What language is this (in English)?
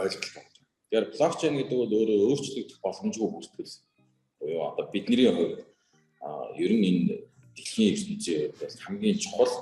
Mongolian